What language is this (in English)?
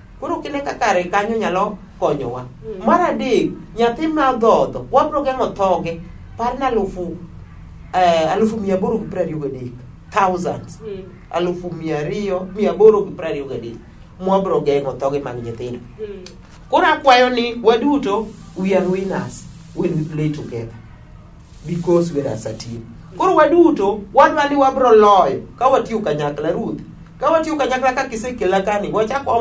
Luo (Kenya and Tanzania)